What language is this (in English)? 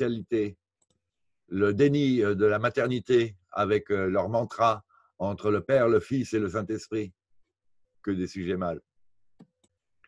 French